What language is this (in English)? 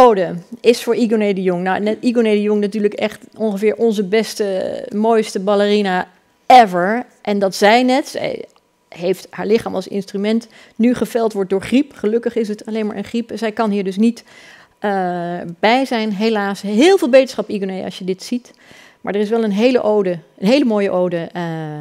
Dutch